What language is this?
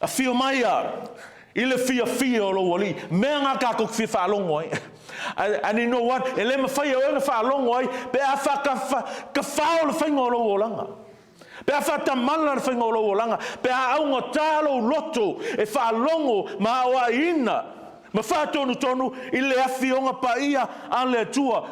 Samoan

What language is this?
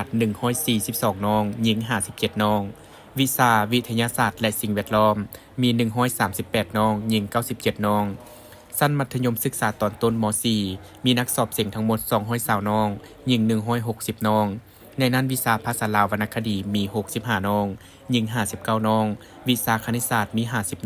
Lao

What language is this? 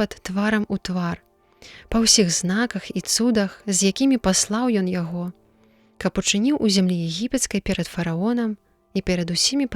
Belarusian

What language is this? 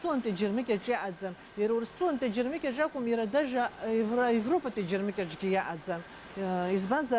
Abkhazian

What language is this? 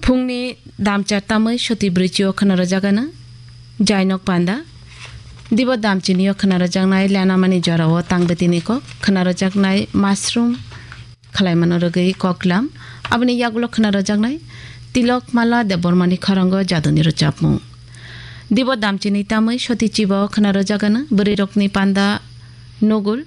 Kok Borok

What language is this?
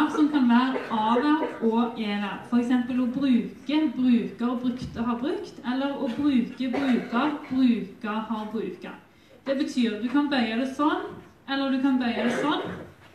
Norwegian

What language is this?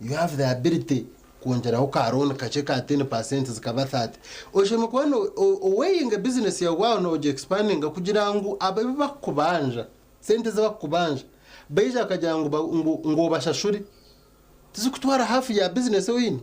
Nyankole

